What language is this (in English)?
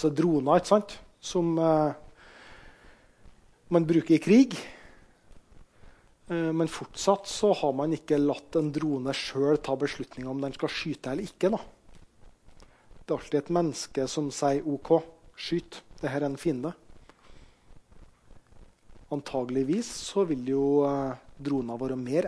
Norwegian